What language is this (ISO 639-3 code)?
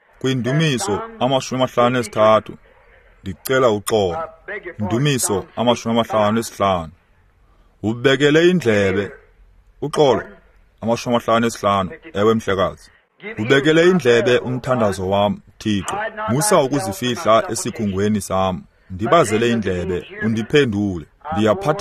xho